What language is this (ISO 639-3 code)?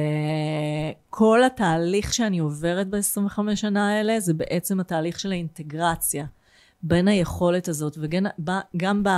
heb